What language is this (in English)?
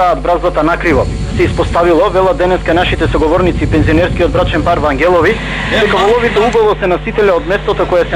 Macedonian